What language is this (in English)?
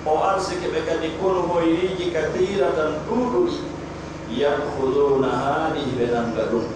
Pular